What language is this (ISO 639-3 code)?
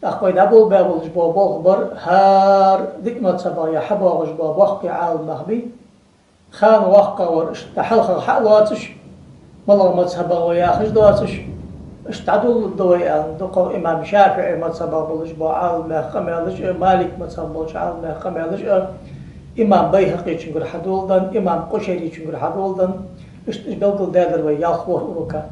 inh